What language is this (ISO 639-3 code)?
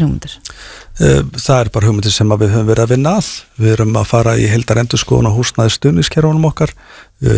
isl